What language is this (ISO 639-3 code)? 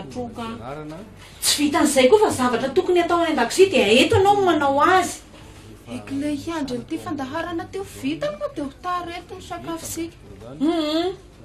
mlg